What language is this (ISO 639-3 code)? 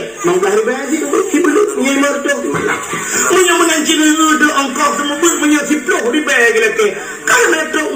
ace